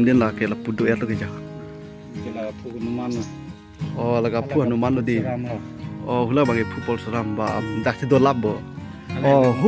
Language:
Karbi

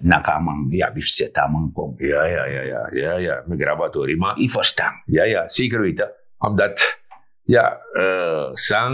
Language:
Sranan Tongo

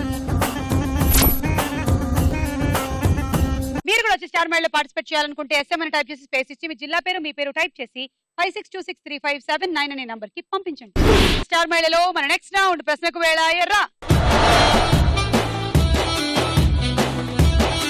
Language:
Telugu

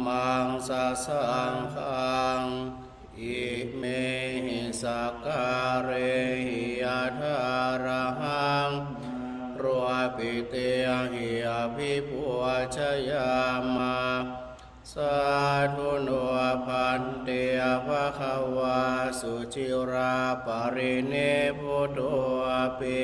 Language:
Pali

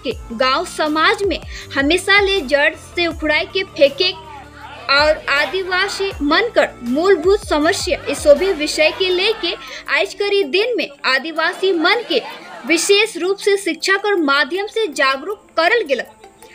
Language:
Sadri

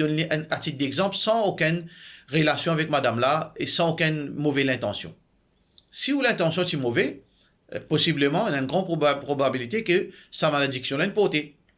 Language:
Morisyen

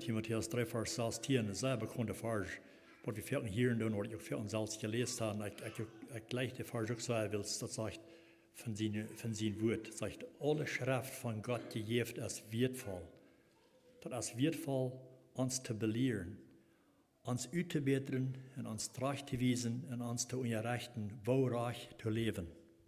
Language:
Plautdietsch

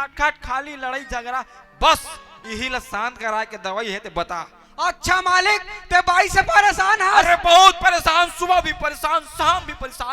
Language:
Chhattisgarhi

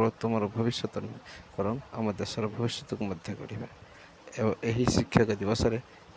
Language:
Odia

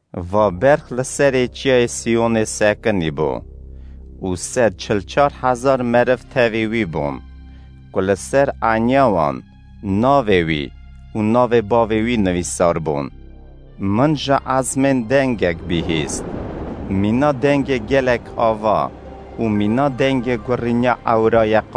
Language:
Kurdish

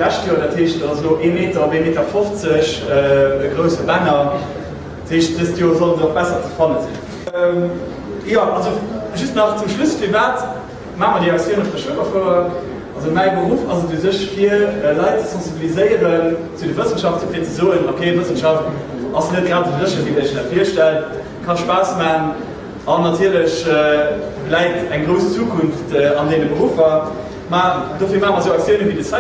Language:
Luxembourgish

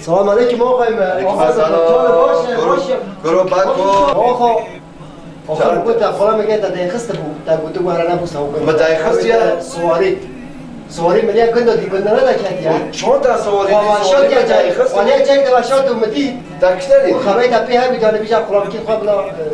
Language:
Kurdish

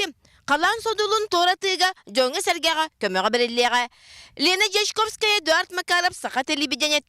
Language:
Yakut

